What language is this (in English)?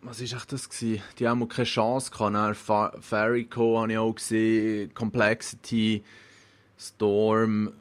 Swiss German